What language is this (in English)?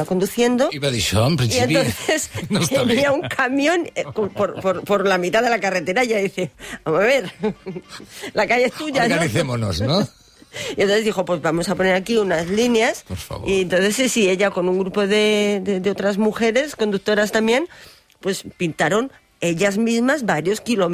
Catalan